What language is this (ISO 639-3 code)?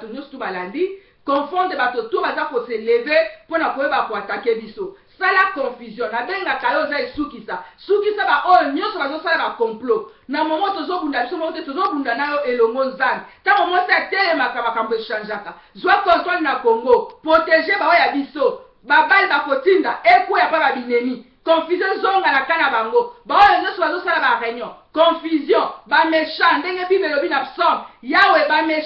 lin